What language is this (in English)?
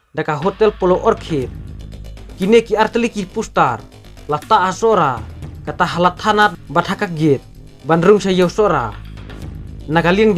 Khasi